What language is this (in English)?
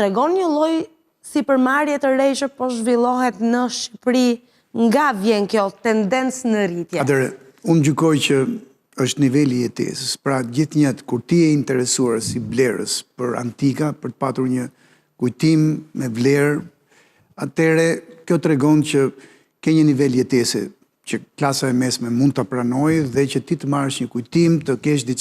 Albanian